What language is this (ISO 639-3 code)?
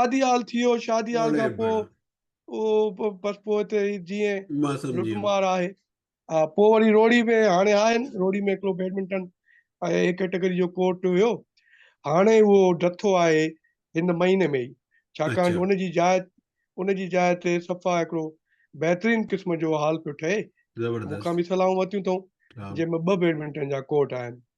snd